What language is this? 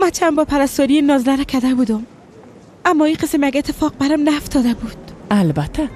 Persian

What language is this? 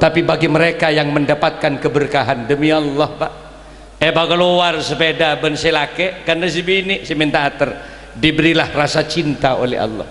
Madurese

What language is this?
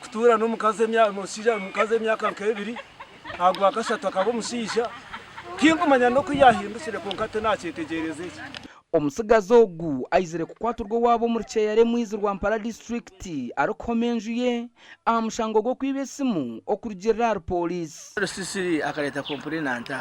Nyankole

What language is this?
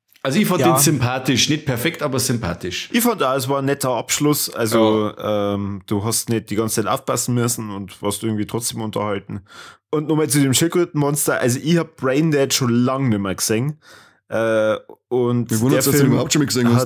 Bavarian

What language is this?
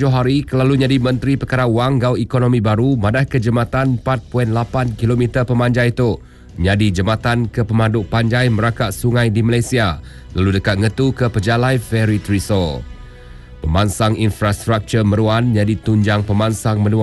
Iban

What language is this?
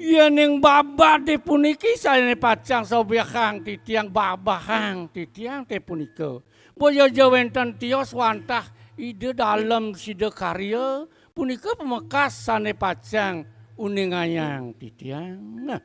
Balinese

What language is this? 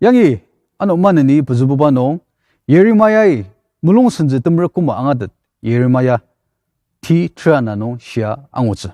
Ao Naga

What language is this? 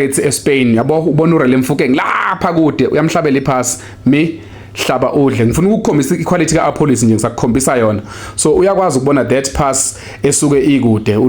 Zulu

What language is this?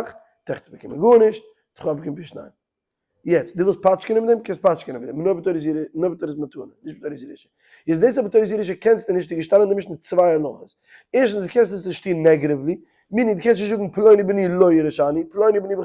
Yiddish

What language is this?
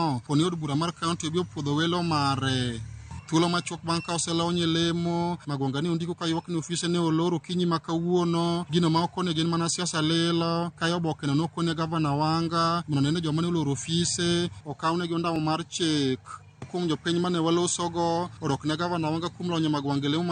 Luo (Kenya and Tanzania)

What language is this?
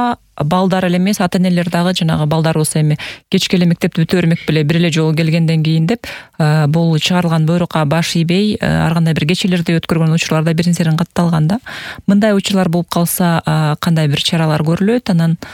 Kyrgyz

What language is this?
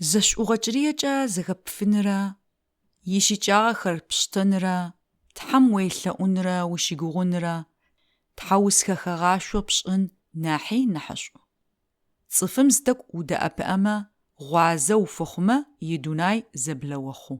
Adyghe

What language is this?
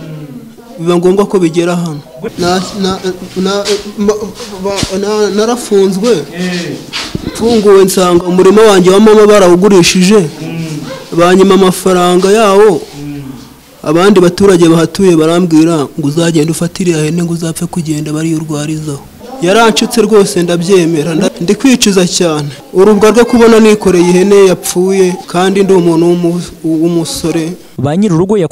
Kinyarwanda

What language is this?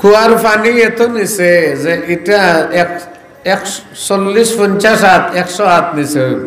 Sylheti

